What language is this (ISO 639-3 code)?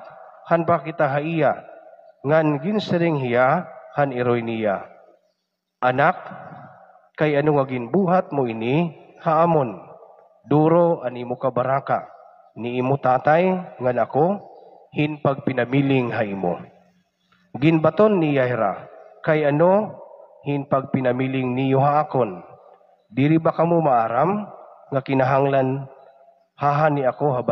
war